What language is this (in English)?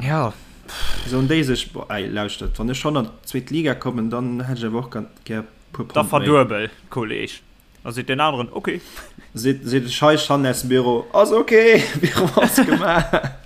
Luxembourgish